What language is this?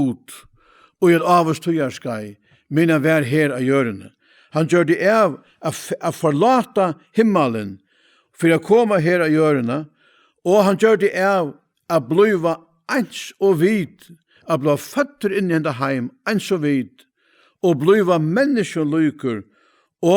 Faroese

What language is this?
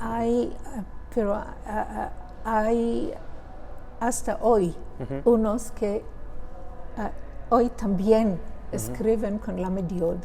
Ladino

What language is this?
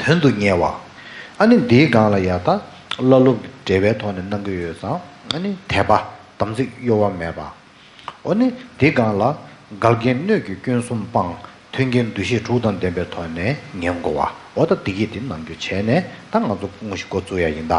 Tibetan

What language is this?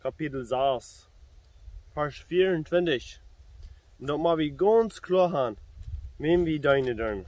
Plautdietsch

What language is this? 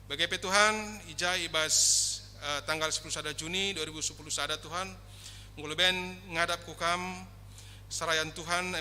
Batak Karo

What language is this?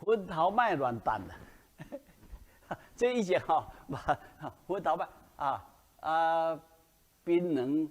Min Nan Chinese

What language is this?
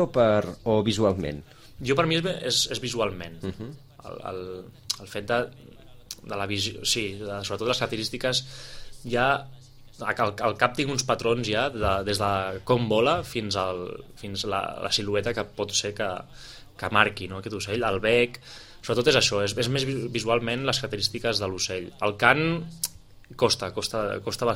Catalan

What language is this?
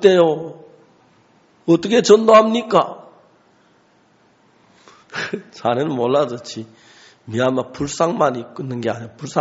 Korean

